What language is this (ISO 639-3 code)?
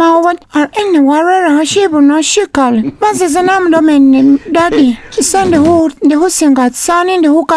myx